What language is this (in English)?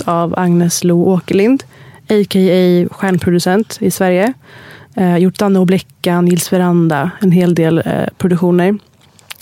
Swedish